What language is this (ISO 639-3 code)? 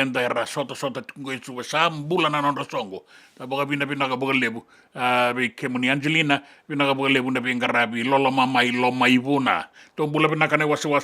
fij